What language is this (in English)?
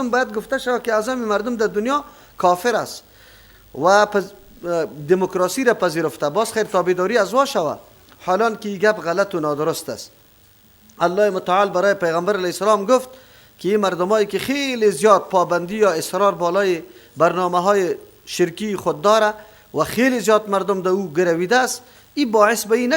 Persian